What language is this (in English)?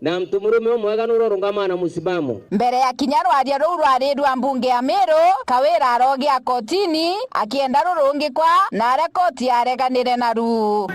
Meru